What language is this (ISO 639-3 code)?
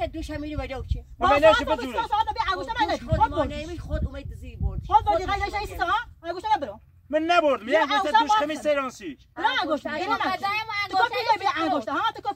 fas